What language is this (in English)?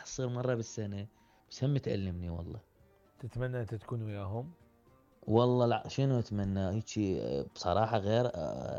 Mesopotamian Arabic